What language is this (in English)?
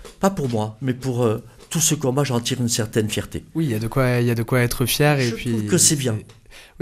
French